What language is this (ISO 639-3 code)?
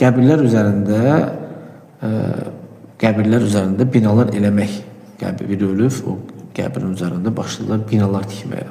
aze